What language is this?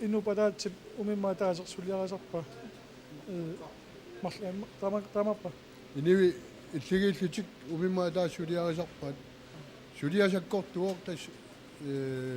Kalaallisut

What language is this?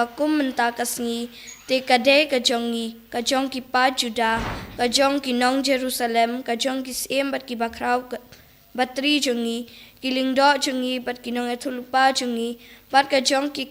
Khasi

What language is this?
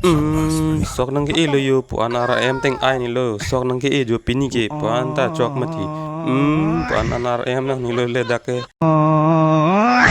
Karbi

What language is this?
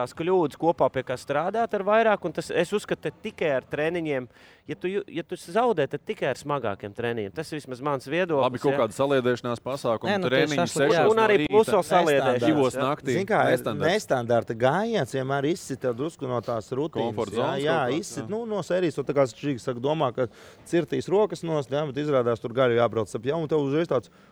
Latvian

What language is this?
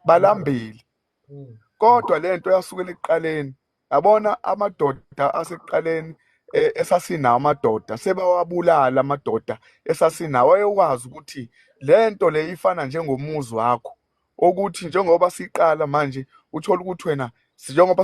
Zulu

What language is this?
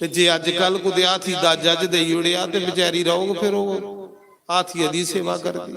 Dogri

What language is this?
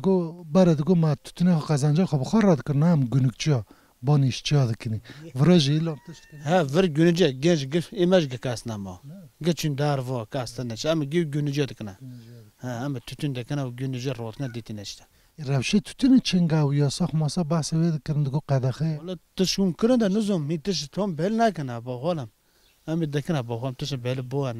Kurdish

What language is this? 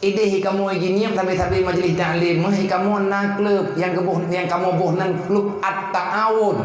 Achinese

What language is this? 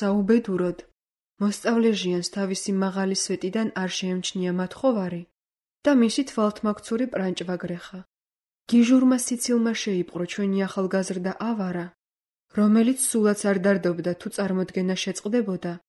Georgian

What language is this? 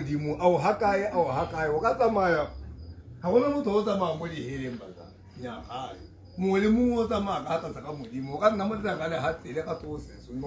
Tswana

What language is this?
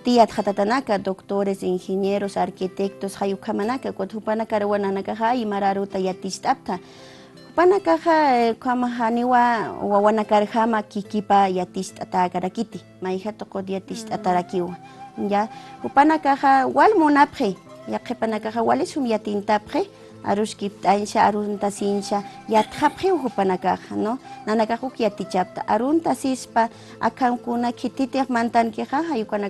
Aymara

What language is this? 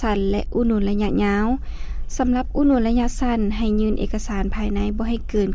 Lao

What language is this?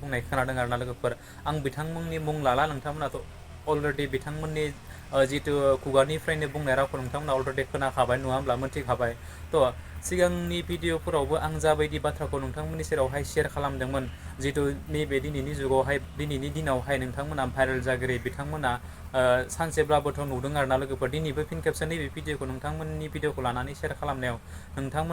Bodo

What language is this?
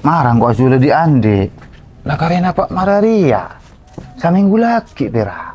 Madurese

